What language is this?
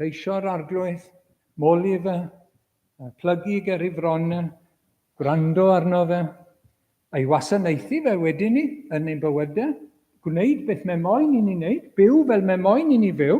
Welsh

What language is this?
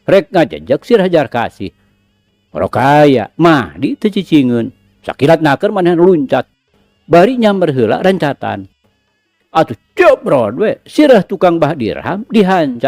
Sundanese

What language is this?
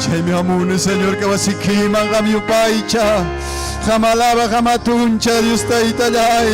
Ayacucho Quechua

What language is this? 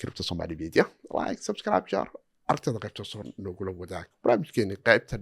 Somali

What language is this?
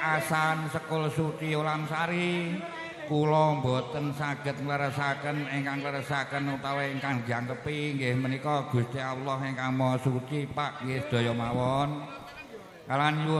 Javanese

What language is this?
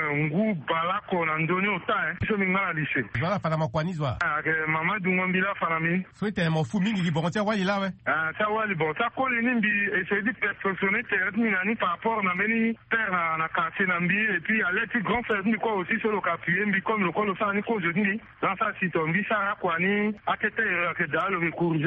Sango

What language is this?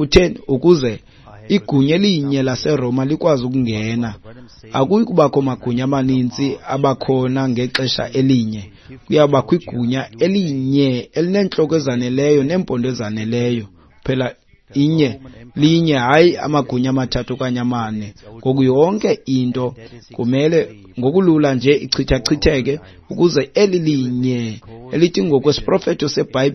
Xhosa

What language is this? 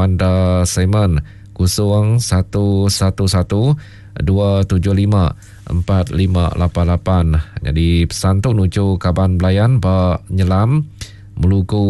Iban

